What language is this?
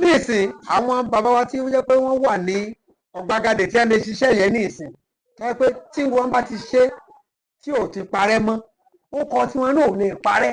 Yoruba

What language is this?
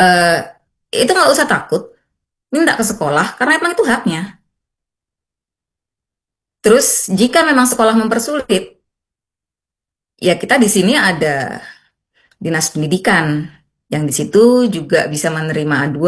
Indonesian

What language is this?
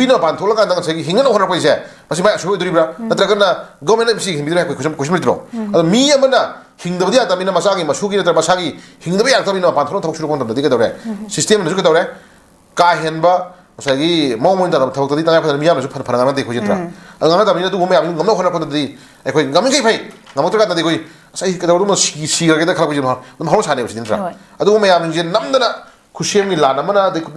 Manipuri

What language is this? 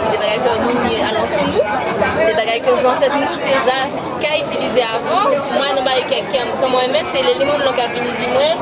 Guadeloupean Creole French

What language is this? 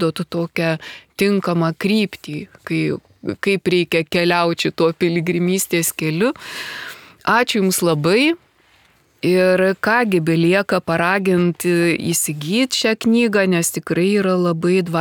Lithuanian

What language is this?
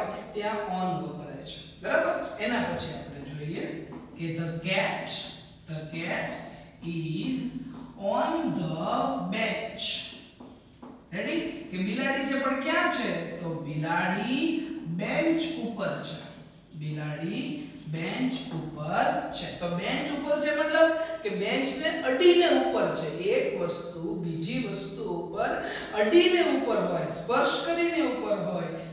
Gujarati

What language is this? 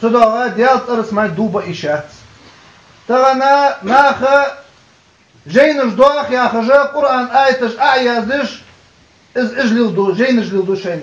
Ingush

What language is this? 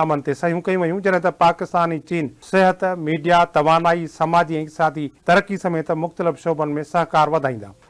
Sindhi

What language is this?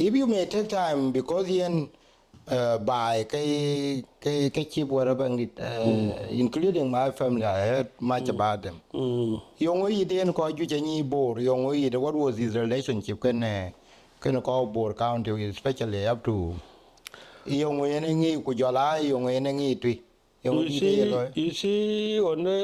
Dinka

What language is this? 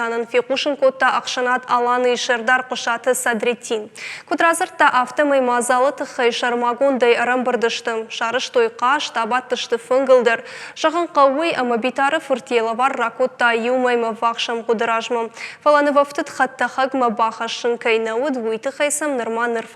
Ossetic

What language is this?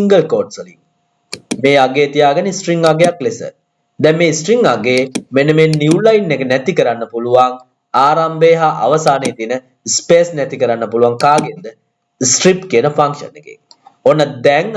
Sinhala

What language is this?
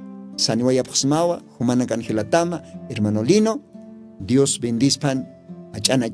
Aymara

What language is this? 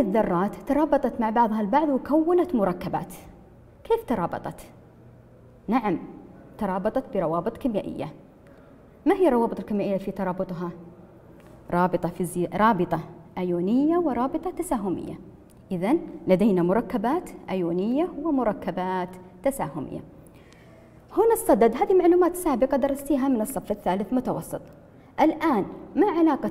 Arabic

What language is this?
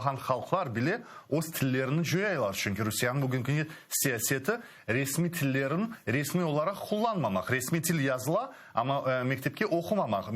Crimean Tatar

